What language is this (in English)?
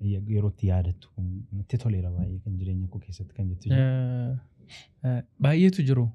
Oromo